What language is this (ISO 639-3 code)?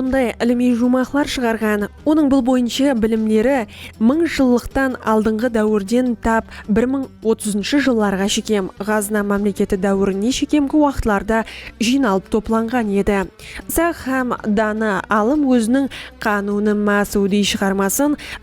kaa